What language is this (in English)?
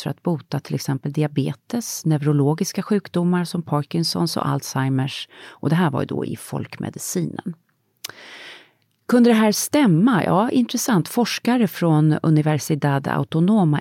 Swedish